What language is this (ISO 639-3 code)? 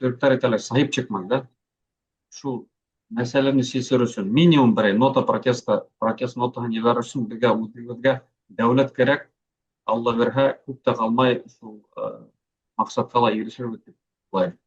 bak